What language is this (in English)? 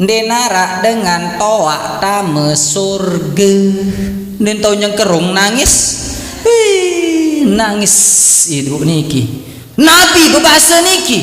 Sasak